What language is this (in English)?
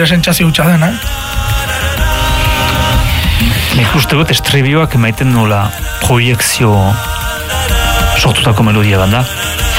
Basque